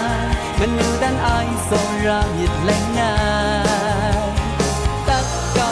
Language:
Kachin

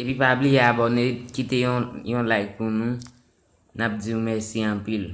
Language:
Haitian Creole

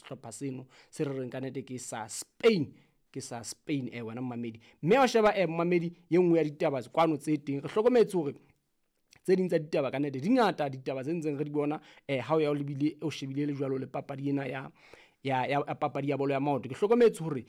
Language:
Southern Sotho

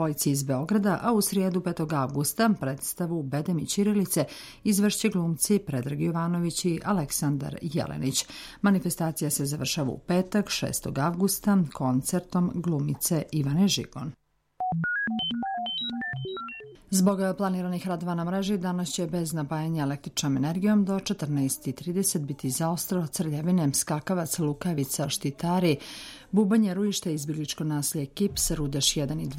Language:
Serbian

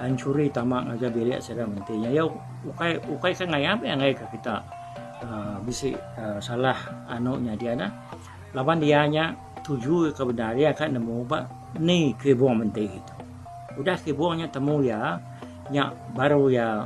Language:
Iban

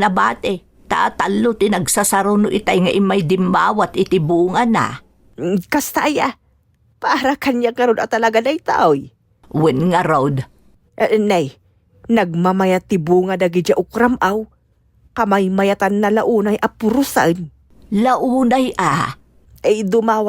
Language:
Iloko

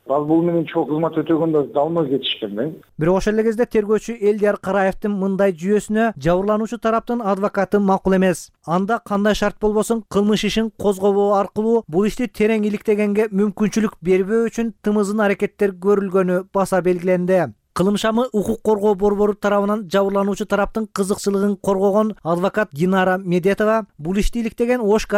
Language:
Kyrgyz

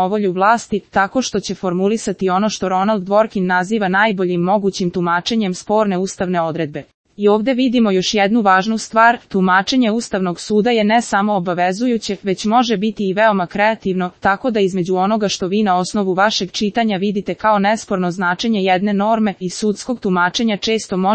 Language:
Serbian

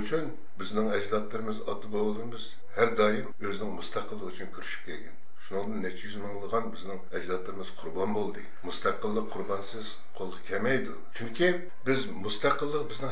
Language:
Uyghur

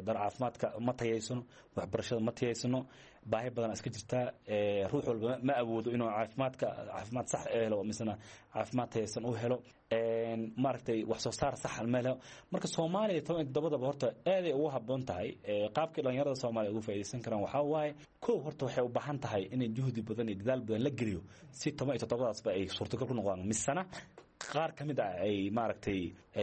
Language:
Somali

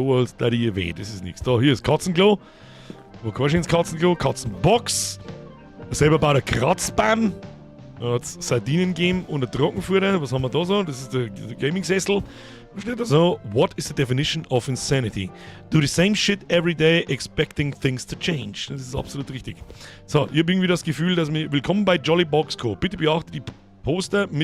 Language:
Bavarian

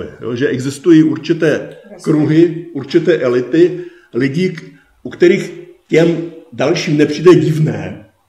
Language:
Czech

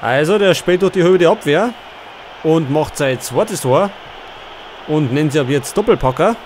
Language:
Bavarian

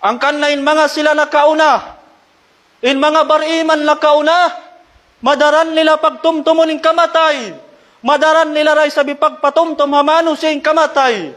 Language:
Tausug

